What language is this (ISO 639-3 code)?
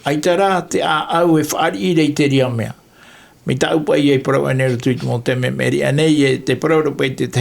tah